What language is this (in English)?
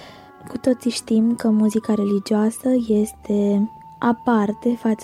Romanian